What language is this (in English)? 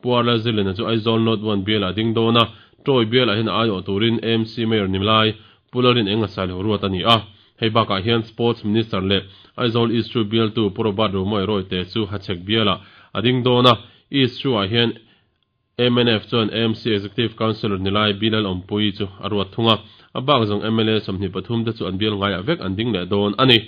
Mizo